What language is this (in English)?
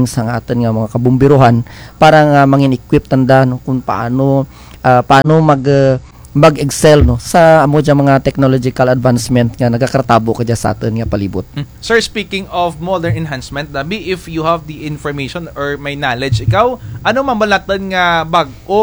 Kinaray-a